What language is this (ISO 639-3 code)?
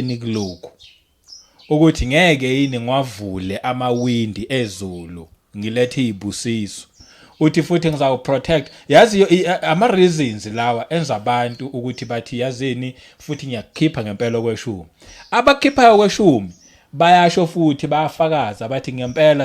zul